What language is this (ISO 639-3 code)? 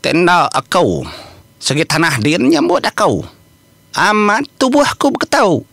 iba